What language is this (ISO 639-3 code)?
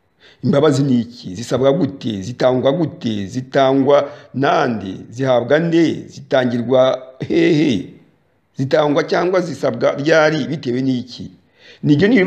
kin